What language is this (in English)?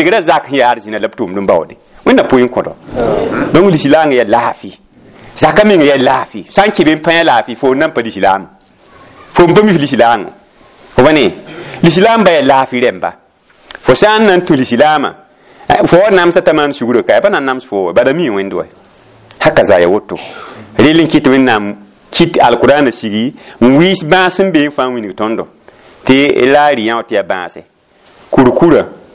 Mossi